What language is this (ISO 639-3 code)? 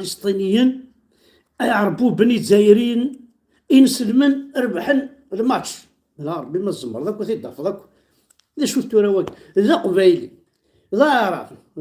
kab